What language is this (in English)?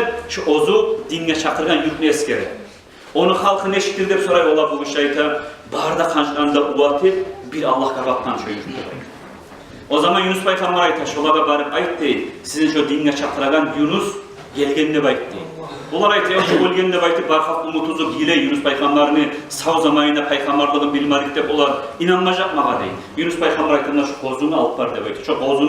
Kumyk